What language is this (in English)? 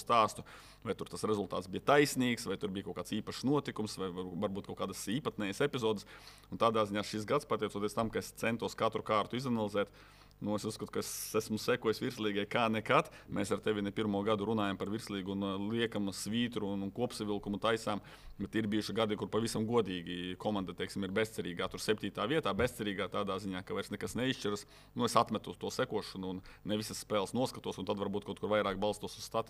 Latvian